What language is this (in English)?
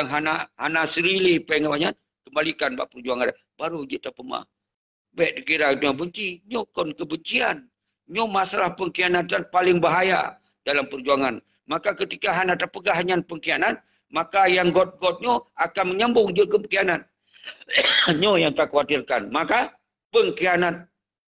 Achinese